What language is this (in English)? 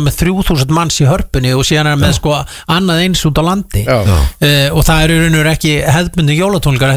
Icelandic